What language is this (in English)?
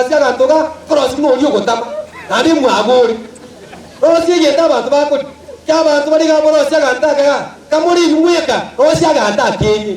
Gusii